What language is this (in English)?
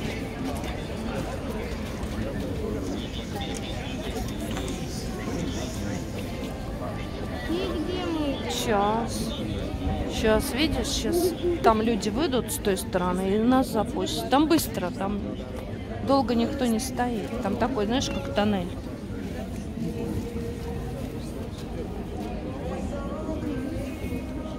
Russian